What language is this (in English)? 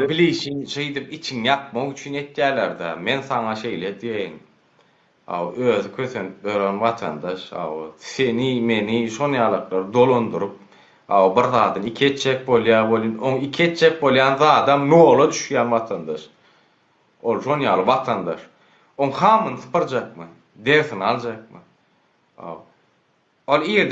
Turkmen